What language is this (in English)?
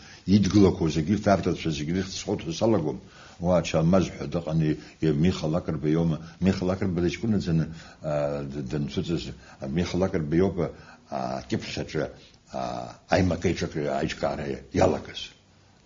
Abkhazian